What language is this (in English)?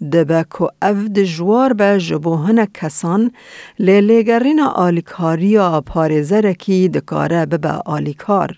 Kurdish